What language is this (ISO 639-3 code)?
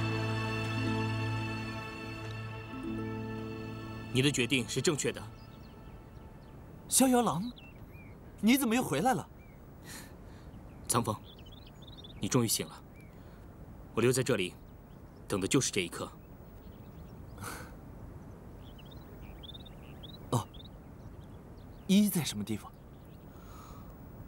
zho